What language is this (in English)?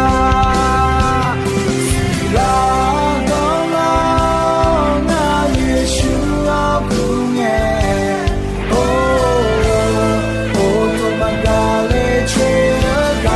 Akha